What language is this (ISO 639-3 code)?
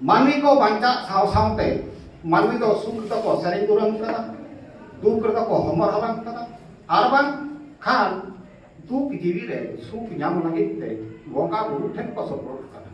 sat